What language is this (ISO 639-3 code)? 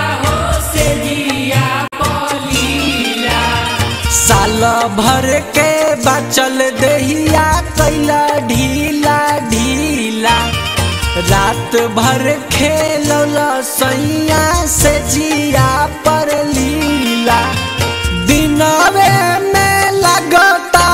bho